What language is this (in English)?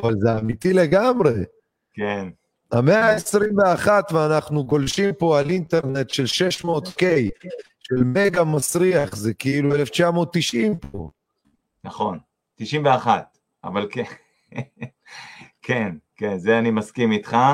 Hebrew